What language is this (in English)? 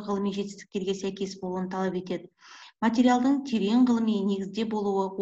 Kazakh